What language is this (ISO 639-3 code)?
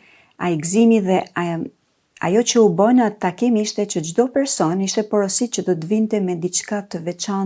sqi